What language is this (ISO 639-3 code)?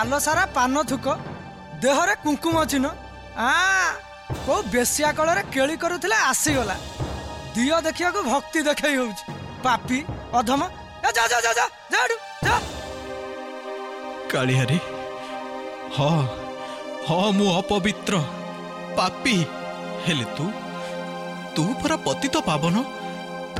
ori